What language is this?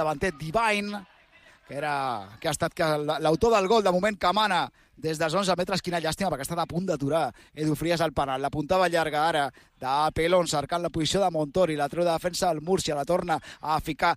Catalan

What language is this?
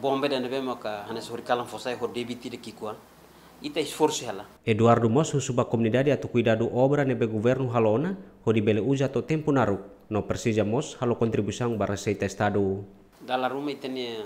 Tetum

